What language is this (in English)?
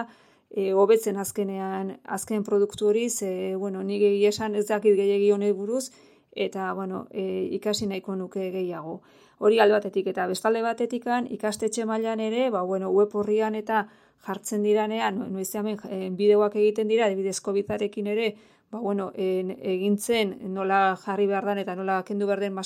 Basque